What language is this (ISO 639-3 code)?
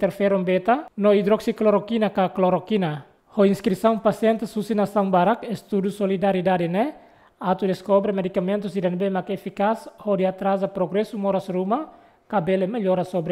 tet